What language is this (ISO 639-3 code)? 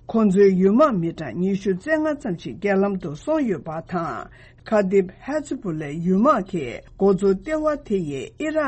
bod